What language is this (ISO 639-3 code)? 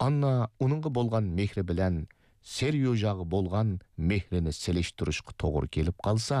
uig